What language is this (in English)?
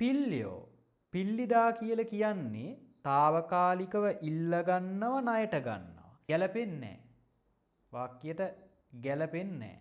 Sinhala